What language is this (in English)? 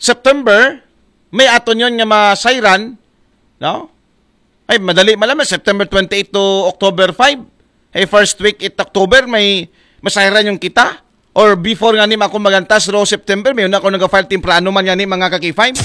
Aklanon